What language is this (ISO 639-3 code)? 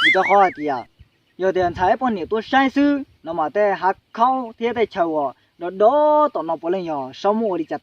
hmn